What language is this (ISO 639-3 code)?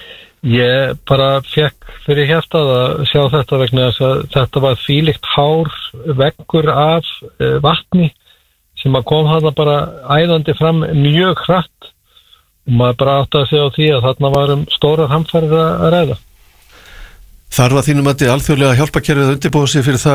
isl